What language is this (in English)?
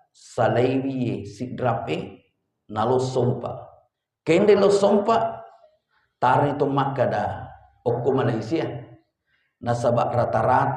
Buginese